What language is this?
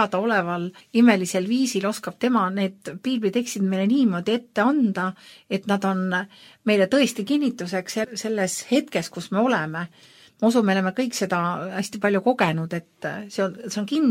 Estonian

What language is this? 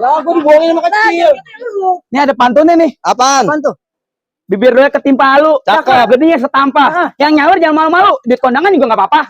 Betawi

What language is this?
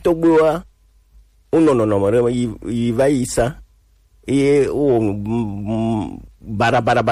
Gen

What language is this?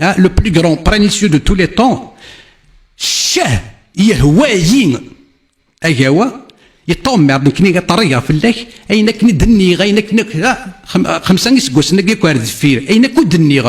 Kabyle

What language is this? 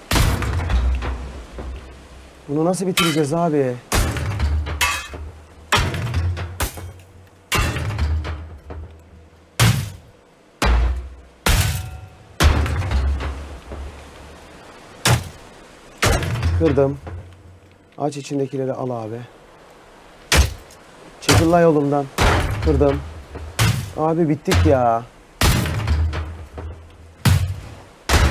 Turkish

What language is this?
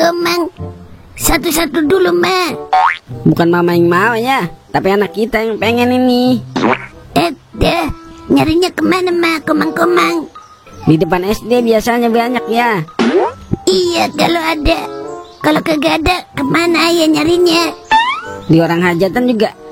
Betawi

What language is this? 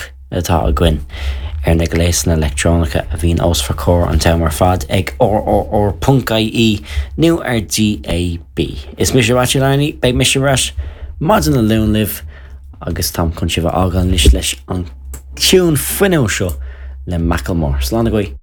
Irish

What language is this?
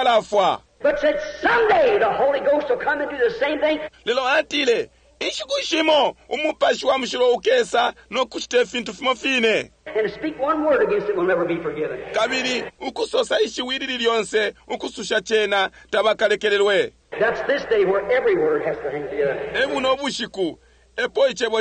Bemba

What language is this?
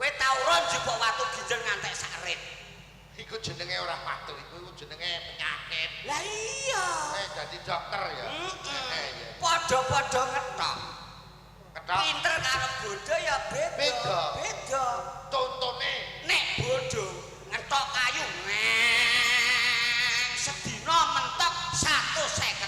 Javanese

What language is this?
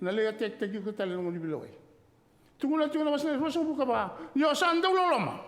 Fijian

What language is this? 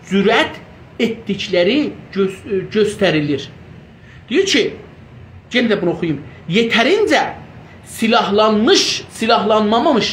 South Azerbaijani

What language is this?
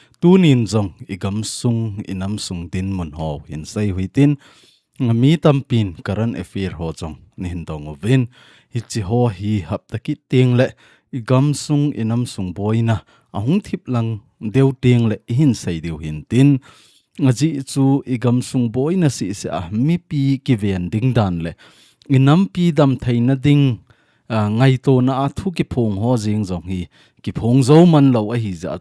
Thado Chin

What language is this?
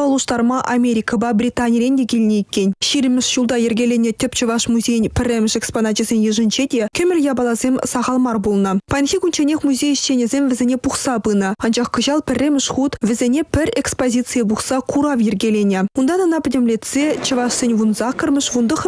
Chuvash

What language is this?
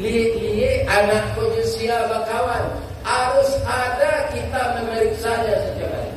Minangkabau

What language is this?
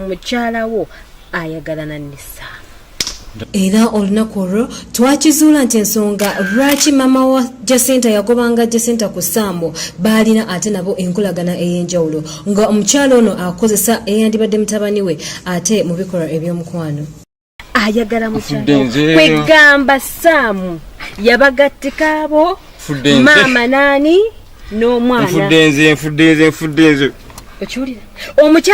Ganda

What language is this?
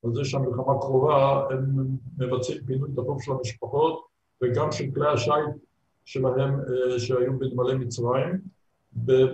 Hebrew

